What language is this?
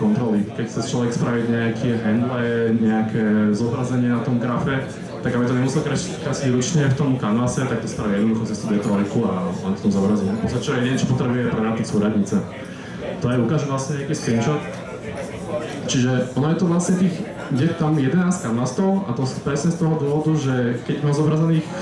Slovak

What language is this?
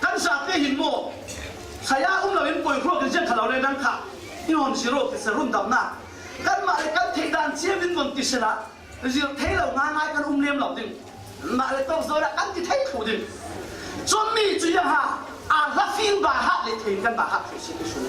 Falam Chin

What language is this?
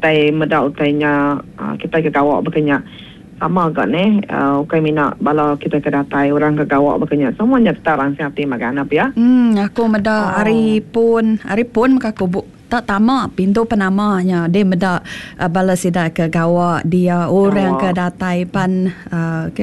Iban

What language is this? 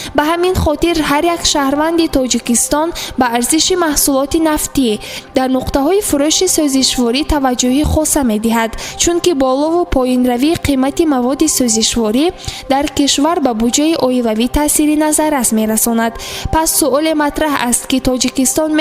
Tajik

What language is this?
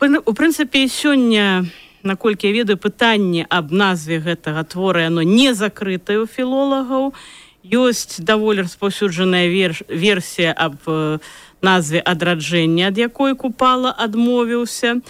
Belarusian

